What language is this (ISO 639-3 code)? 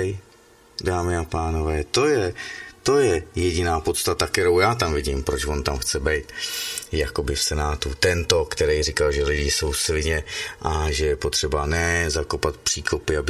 ces